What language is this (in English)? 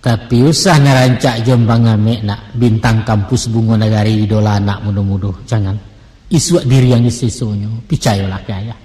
Minangkabau